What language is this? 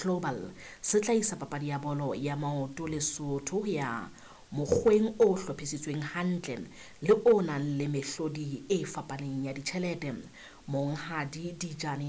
Southern Sotho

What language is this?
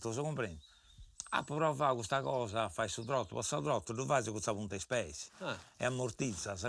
Sardinian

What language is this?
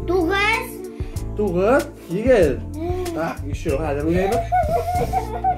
Bashkir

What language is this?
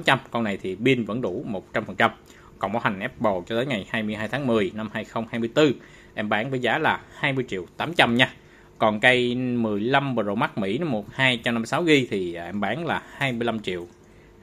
Vietnamese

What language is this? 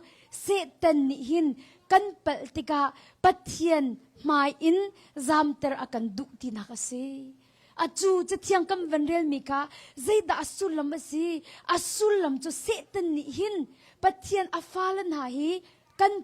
Hakha Chin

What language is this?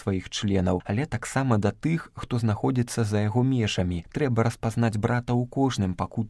Belarusian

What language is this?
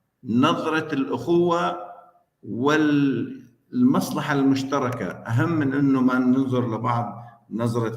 North Levantine Arabic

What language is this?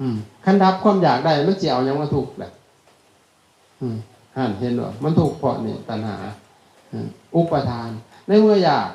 Lao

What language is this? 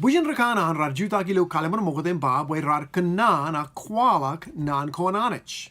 Marshallese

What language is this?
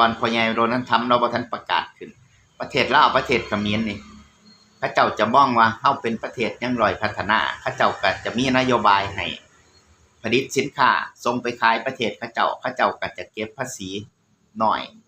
Lao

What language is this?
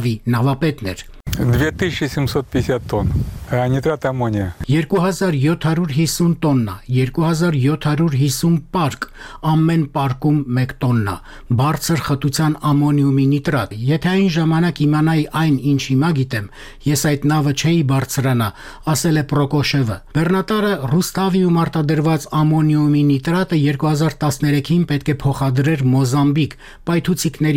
Armenian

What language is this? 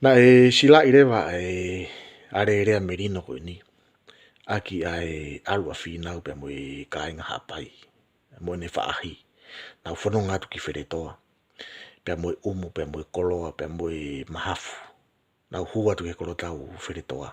Tongan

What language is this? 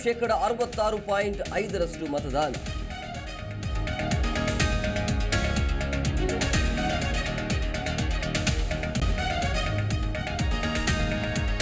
Kannada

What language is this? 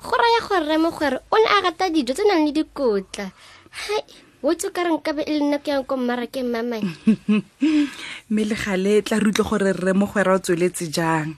Tswana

